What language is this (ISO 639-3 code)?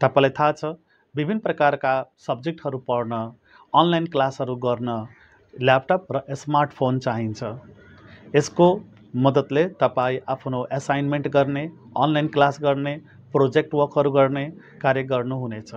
nep